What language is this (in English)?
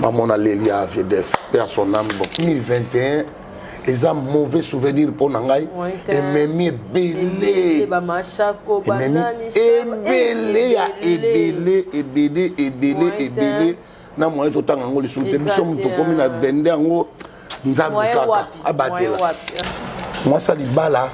Lingala